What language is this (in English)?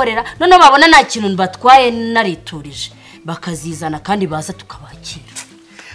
Kinyarwanda